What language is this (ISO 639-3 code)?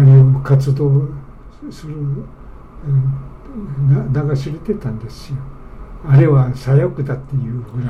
jpn